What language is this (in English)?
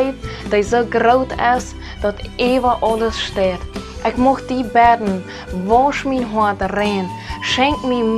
Plautdietsch